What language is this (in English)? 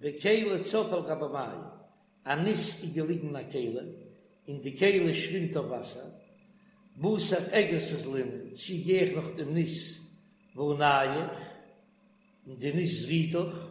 Yiddish